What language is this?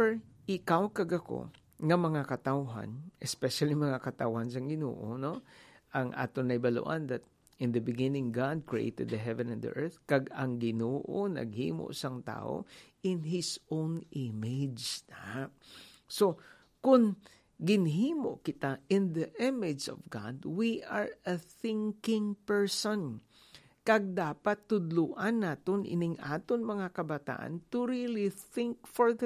Hiligaynon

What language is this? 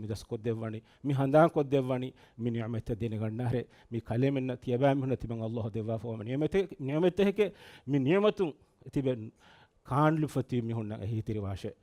Divehi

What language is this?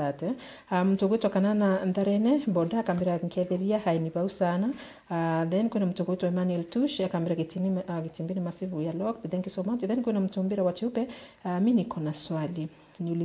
Meru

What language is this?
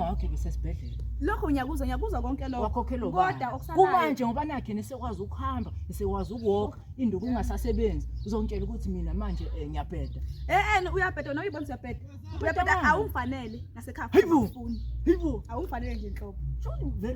Zulu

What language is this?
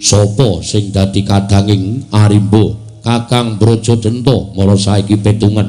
Javanese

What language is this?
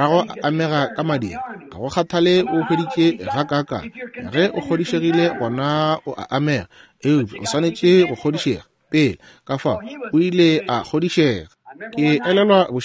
Northern Sotho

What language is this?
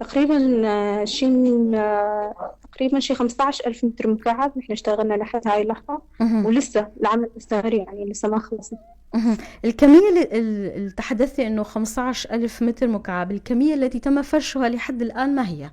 North Levantine Arabic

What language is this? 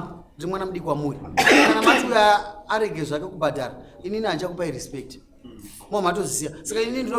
Shona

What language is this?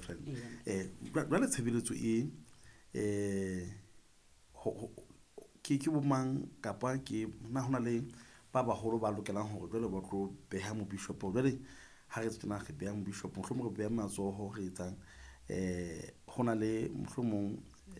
Southern Sotho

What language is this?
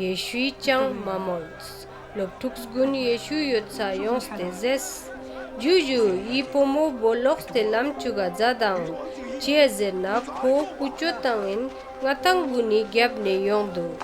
Ladakhi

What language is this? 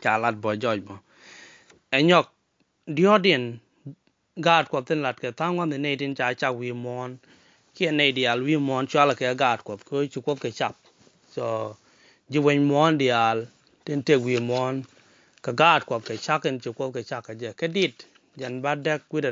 Nuer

